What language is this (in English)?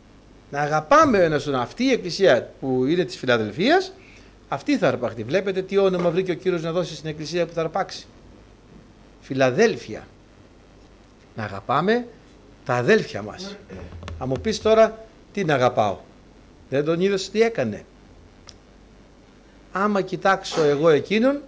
Greek